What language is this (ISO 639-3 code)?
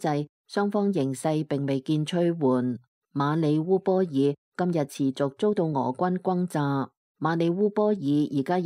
yue